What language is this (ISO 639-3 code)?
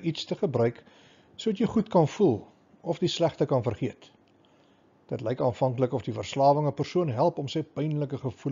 afr